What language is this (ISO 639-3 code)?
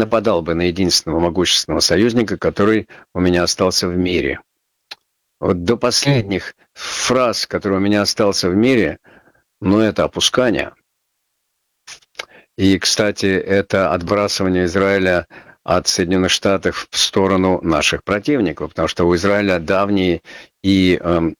rus